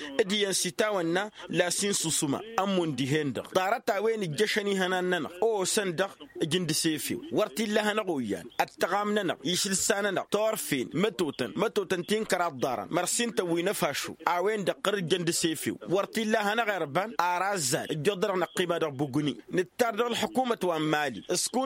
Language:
Tamasheq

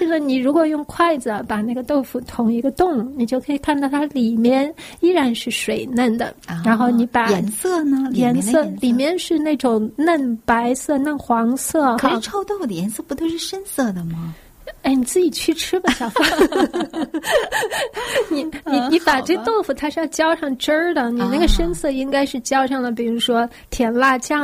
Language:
Chinese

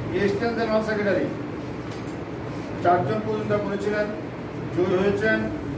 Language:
Bangla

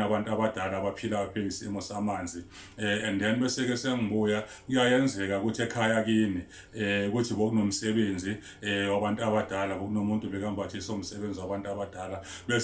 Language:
Zulu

